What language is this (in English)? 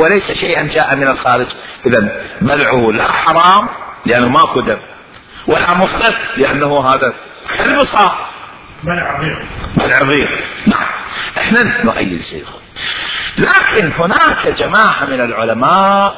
Mesopotamian Arabic